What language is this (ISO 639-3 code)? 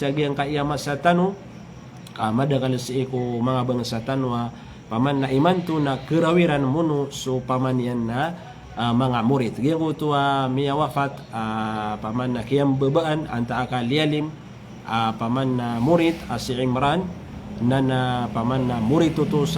mrw